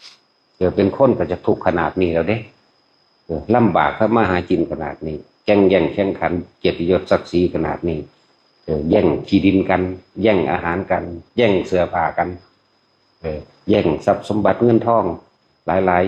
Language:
Northeastern Thai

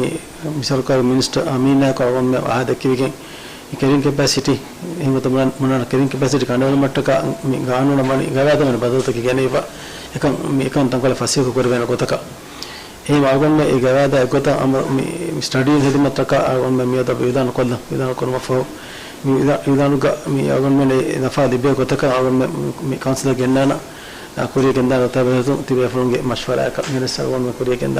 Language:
Divehi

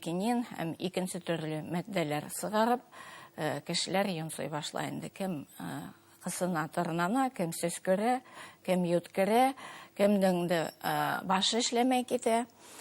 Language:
Bashkir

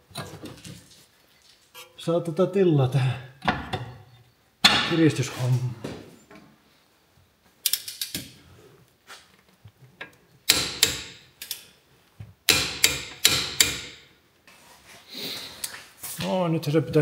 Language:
Finnish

